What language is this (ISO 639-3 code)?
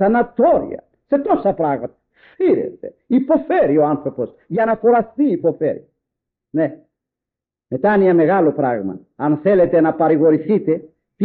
ell